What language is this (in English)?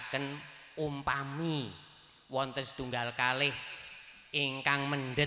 Javanese